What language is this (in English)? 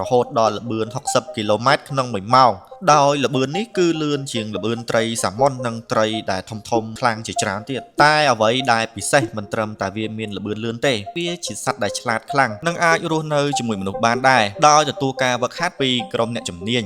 Khmer